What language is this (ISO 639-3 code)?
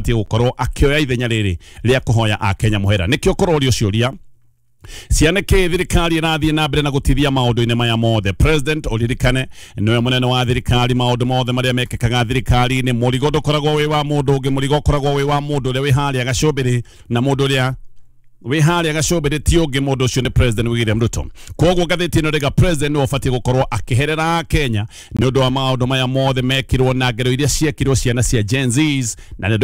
kik